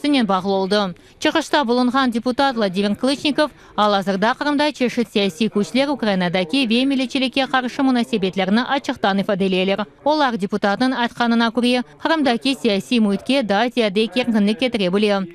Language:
Crimean Tatar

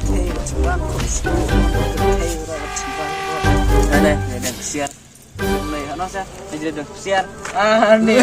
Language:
Khasi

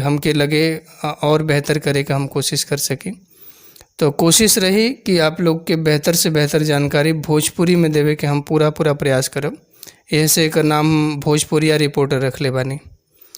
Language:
Bhojpuri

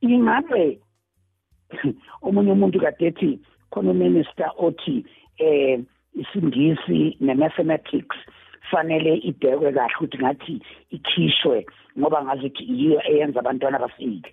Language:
South Ndebele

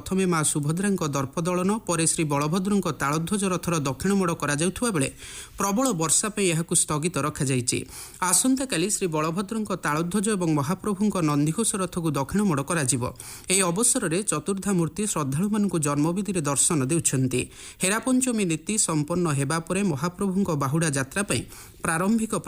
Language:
Odia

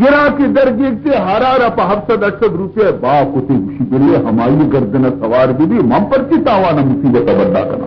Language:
Baluchi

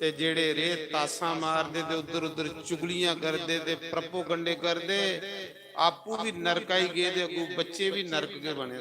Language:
Dogri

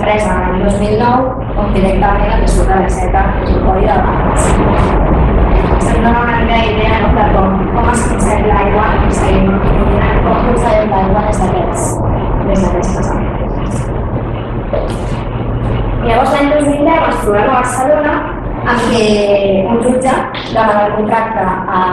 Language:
Catalan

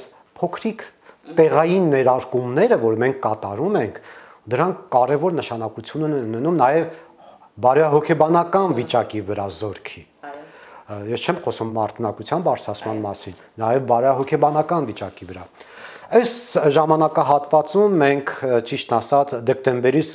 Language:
Armenian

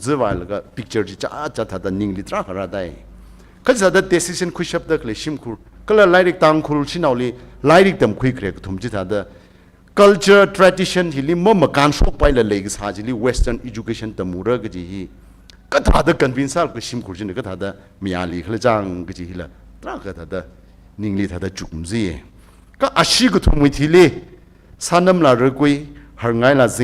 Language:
Tangkhul Naga (India)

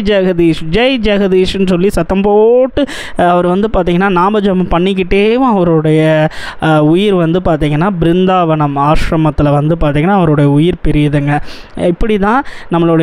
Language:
Tamil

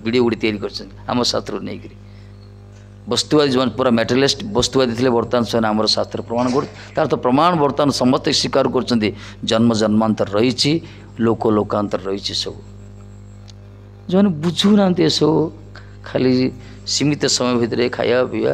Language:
Odia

